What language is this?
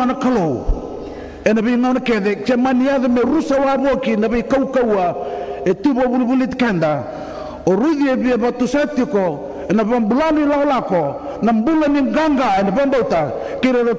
Fijian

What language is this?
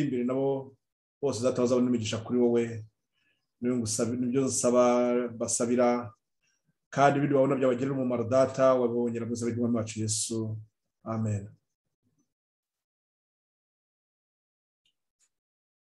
Kinyarwanda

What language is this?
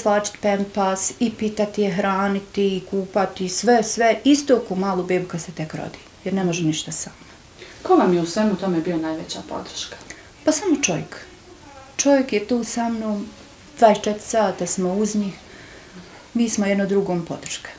Bosnian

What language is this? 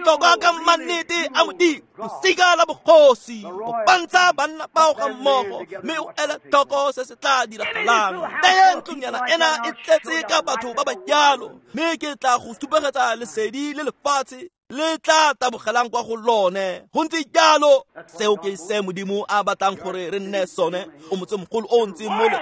Tswana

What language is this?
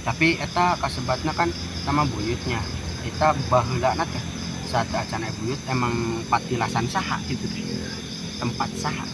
Sundanese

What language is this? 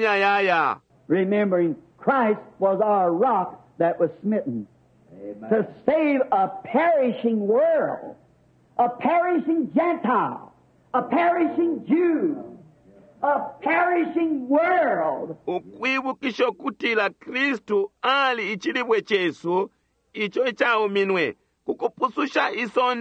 Bemba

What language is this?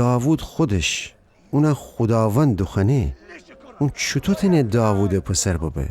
Gilaki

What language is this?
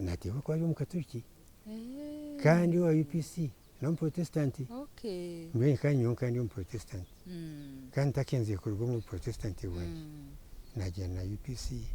Nyankole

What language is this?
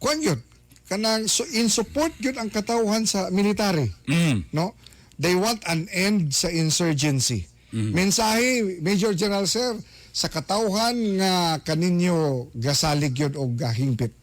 Cebuano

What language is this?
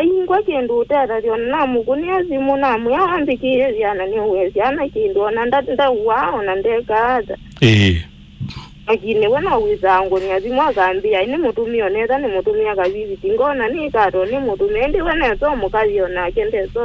Kamba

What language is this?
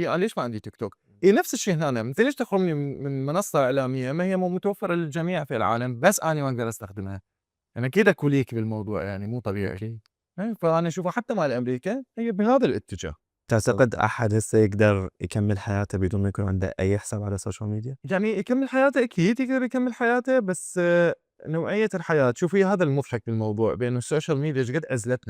Mesopotamian Arabic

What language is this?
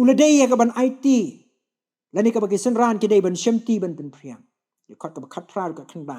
Khasi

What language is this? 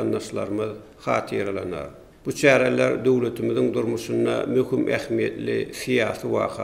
Turkmen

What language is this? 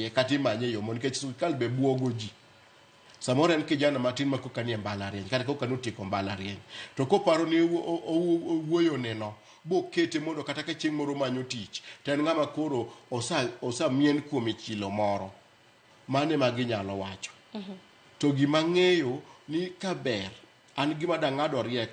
Luo (Kenya and Tanzania)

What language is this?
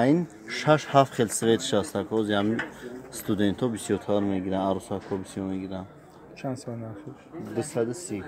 Tajik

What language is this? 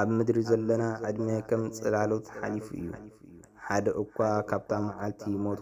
Tigrinya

